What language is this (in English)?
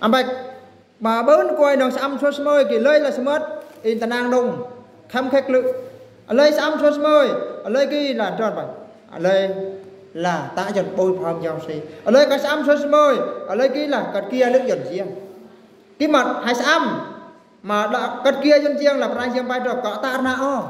Eastern Bru